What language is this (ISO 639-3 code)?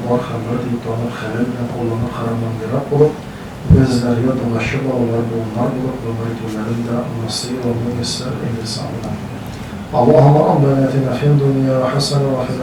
tat